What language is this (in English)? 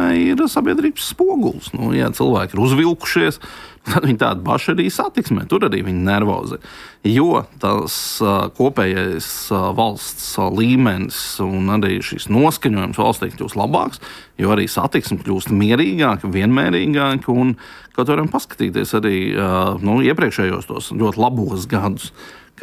Latvian